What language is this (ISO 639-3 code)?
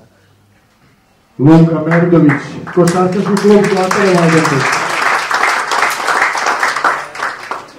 srp